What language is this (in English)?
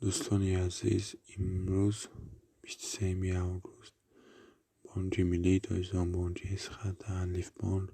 Tajik